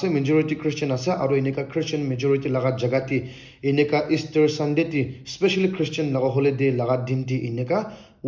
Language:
Naga Pidgin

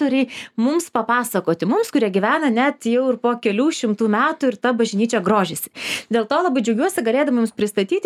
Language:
Lithuanian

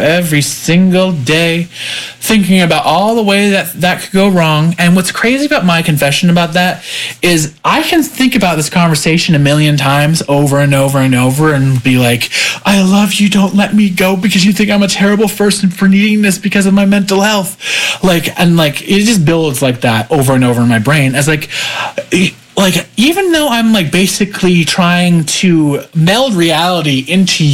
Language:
English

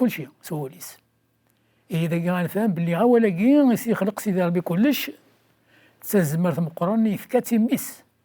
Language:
Kabyle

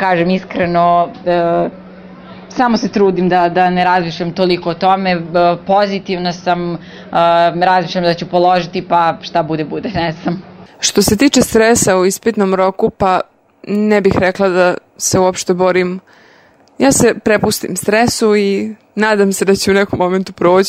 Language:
Serbian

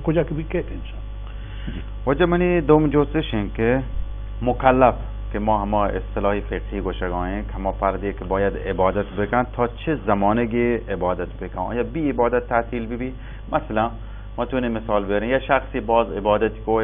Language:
Baluchi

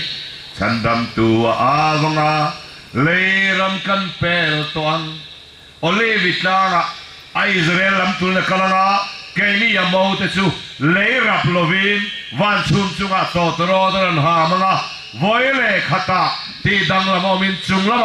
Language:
Falam Chin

